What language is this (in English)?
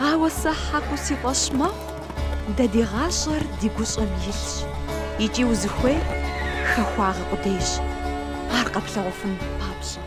Kabardian